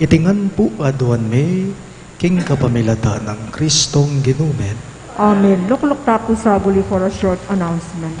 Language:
Pampanga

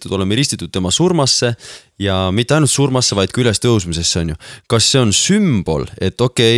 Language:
Estonian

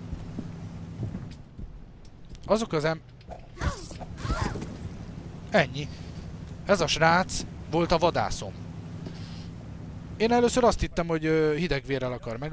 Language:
Hungarian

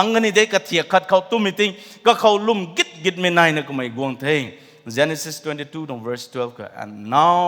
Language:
Rongmei Naga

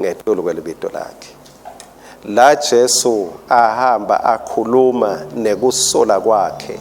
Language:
Swati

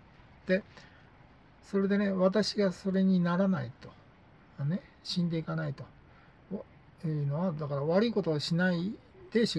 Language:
Japanese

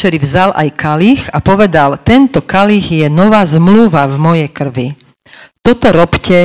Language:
Slovak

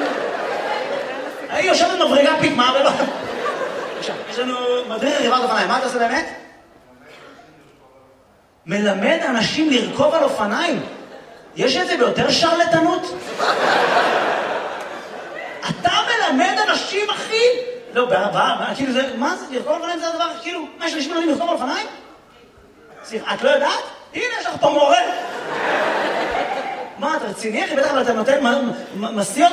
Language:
Hebrew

